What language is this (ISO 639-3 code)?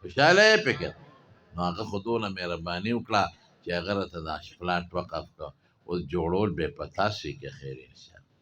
pus